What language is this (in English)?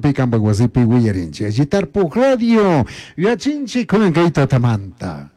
Chimborazo Highland Quichua